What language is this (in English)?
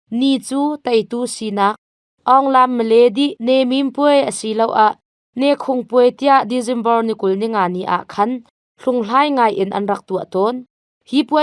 Hakha Chin